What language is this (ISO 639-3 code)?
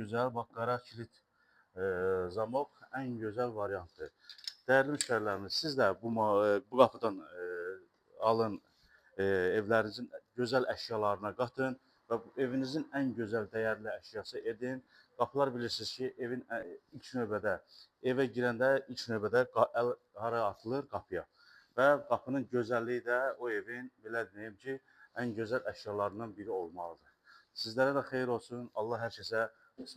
aze